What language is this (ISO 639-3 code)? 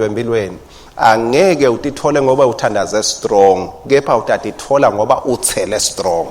ssw